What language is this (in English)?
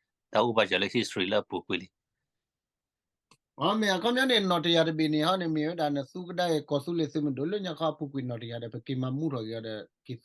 S'gaw Karen